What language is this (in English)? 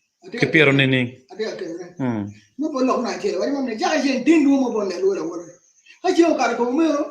Acoli